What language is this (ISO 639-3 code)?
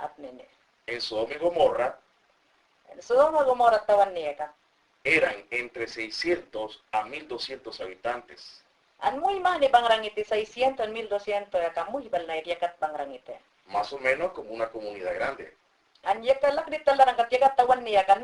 yan